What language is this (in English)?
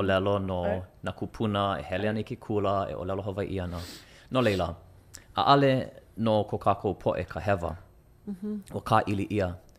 Hawaiian